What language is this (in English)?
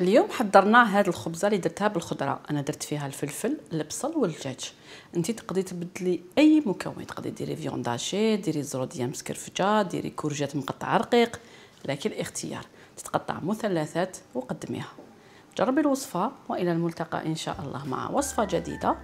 Algerian Arabic